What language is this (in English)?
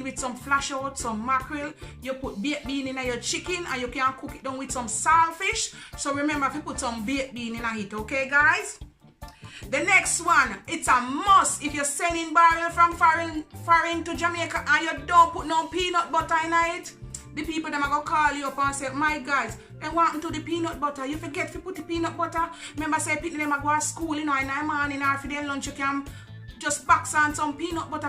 Jamaican Creole English